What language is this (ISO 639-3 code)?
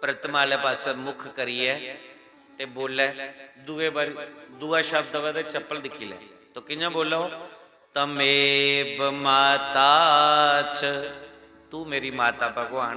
doi